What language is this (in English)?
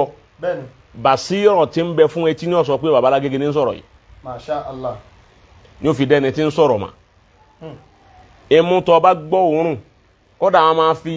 Yoruba